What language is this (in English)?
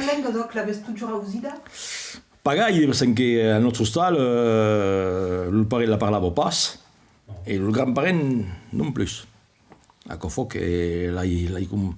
Occitan